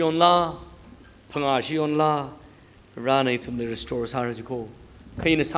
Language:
Tangkhul Naga (India)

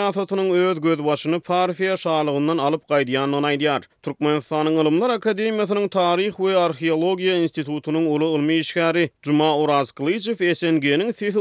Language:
Turkmen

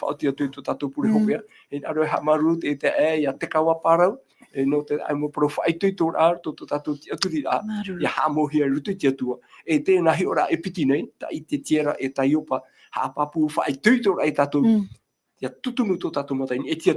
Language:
Tahitian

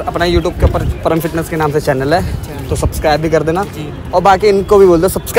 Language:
Hindi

